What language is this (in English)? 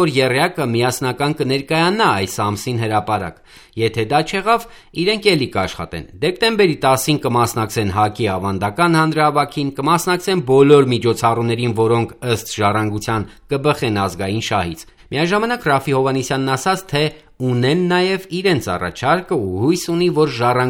Armenian